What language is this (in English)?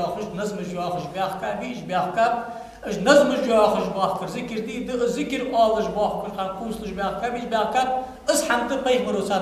Ingush